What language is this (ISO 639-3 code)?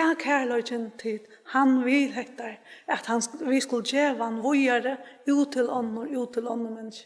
fao